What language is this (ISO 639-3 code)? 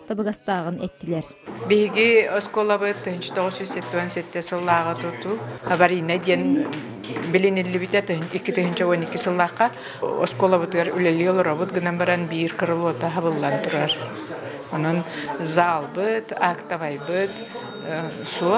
sah